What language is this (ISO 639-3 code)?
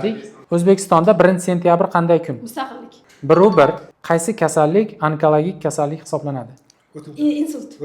uzb